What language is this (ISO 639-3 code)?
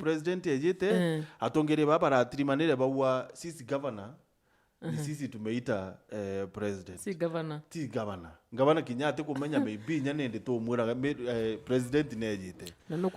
mer